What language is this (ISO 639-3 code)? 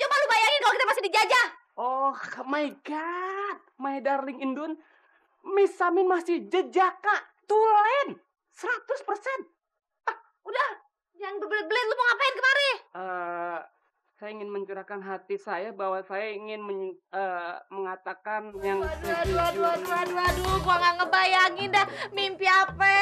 bew